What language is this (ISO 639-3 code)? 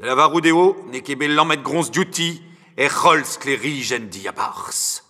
bre